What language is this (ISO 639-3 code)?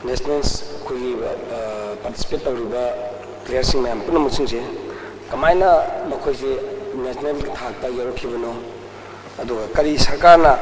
mni